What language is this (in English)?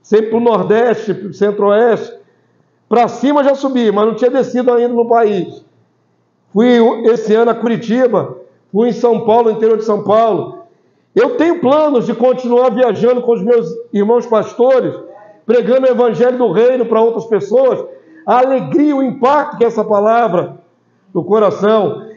Portuguese